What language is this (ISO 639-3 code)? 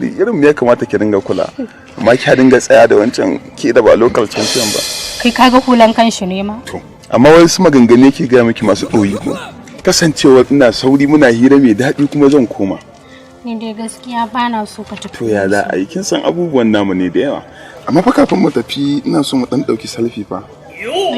hau